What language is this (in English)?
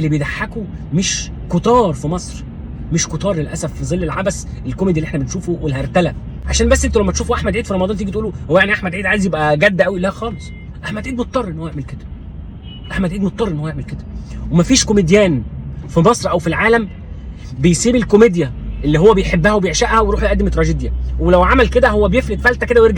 Egyptian Arabic